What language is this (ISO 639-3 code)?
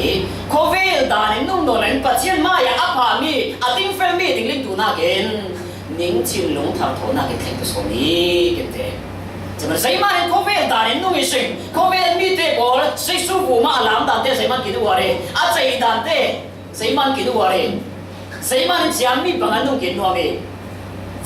cfm